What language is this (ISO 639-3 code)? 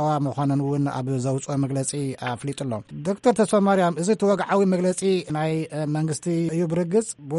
tir